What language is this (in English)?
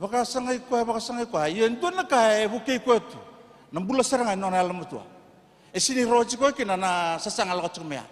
Fijian